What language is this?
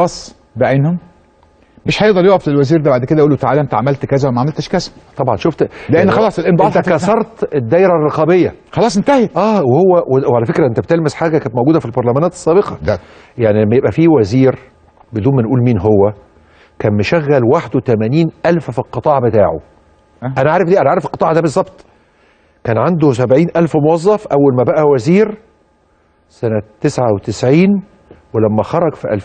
Egyptian Arabic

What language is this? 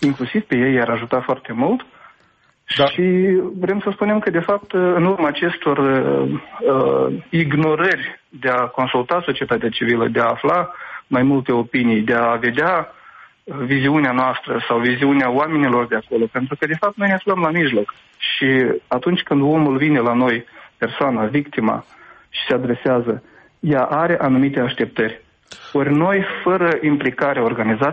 Romanian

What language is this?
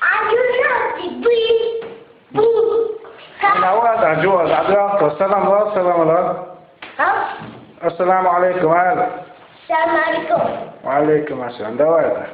Chechen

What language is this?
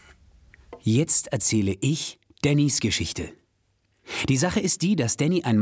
German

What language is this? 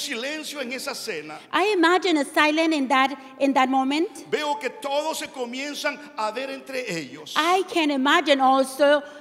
Spanish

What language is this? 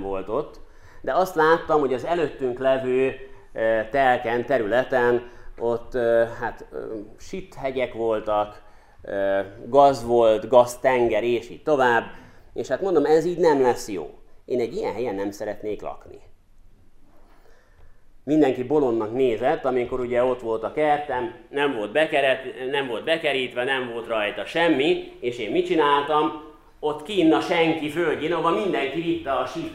Hungarian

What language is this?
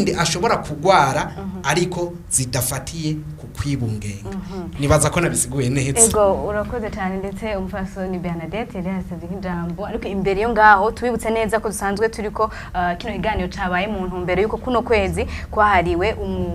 Rundi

